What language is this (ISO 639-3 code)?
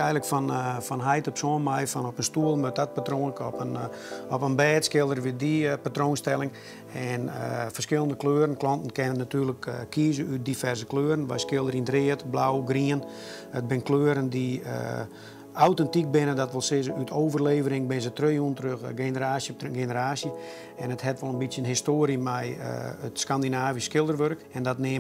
fry